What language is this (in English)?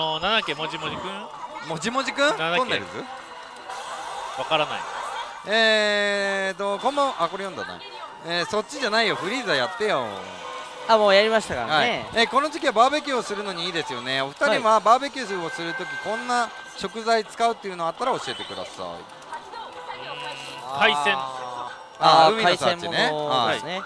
Japanese